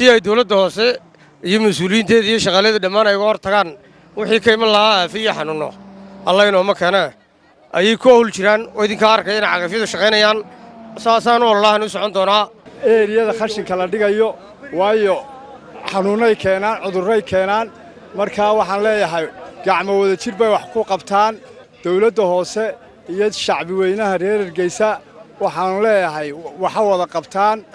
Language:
Somali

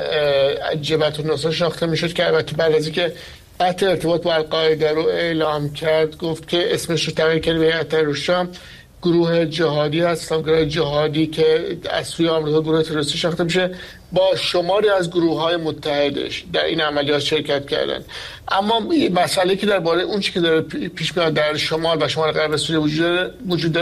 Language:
Persian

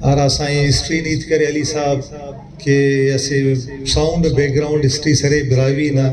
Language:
Brahui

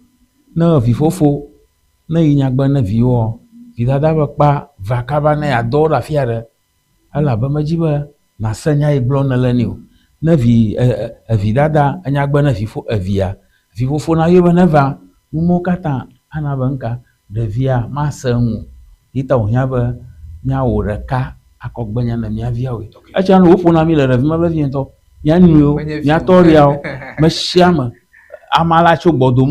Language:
Ewe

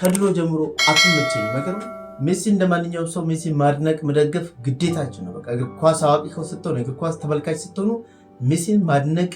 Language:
Amharic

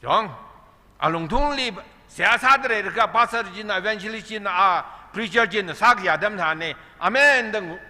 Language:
Tangkhul Naga (India)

